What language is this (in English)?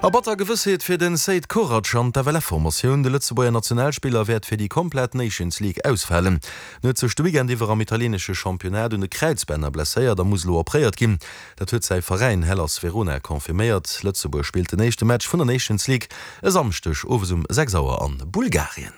Luxembourgish